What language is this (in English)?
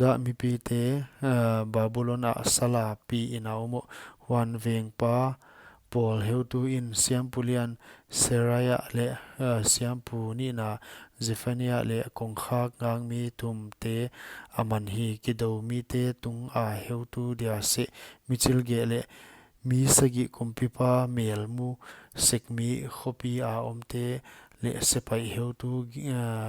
Paite Chin